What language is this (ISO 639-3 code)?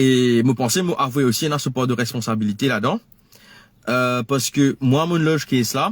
mfe